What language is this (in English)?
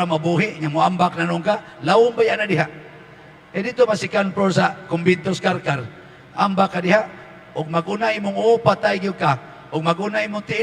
Cebuano